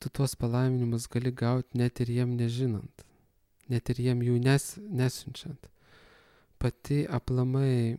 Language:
Lithuanian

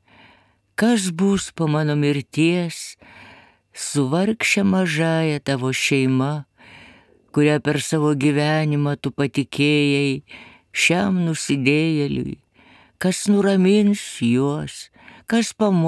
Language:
Lithuanian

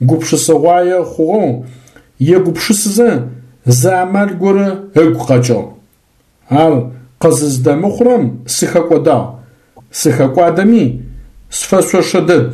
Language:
Adyghe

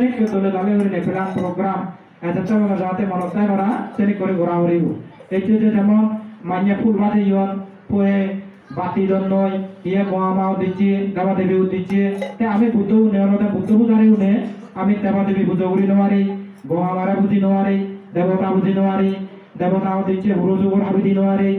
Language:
Chakma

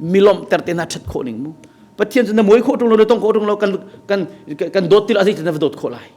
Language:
Hakha Chin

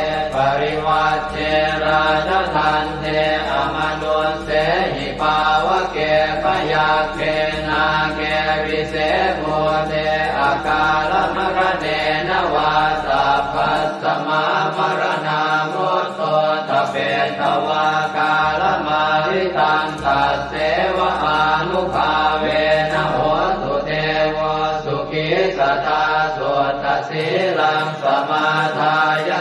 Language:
Pali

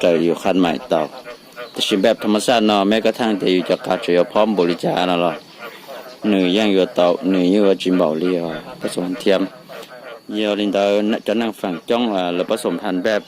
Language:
Hmong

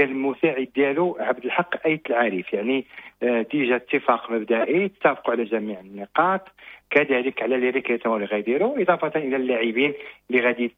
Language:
Moroccan Arabic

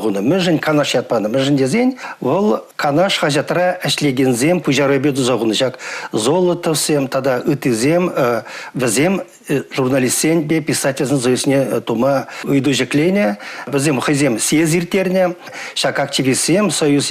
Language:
Chuvash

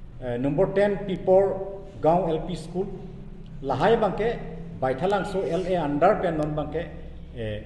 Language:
Karbi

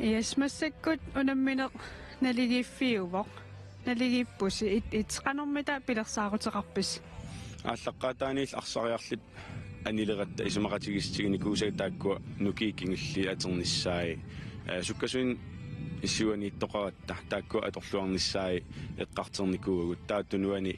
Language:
Kalaallisut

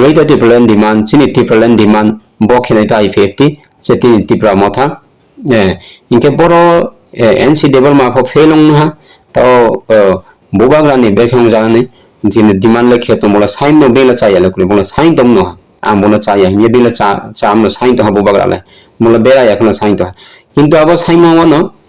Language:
Riang (India)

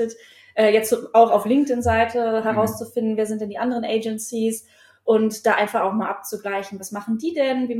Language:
German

